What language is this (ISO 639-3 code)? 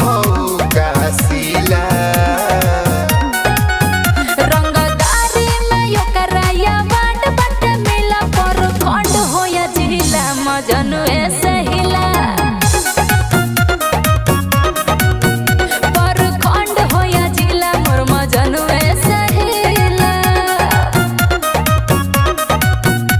bho